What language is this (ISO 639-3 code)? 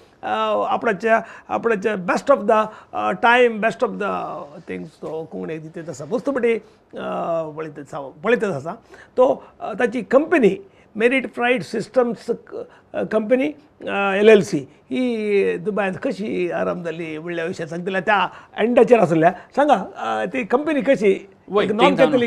kok